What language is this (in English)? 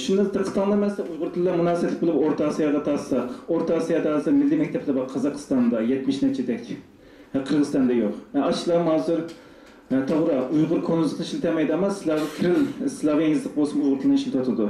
Uyghur